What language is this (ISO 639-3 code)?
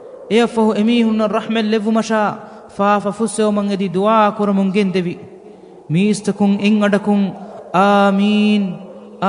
div